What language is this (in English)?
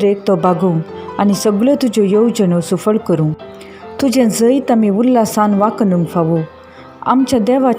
Konkani